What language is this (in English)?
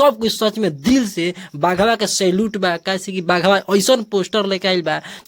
Bhojpuri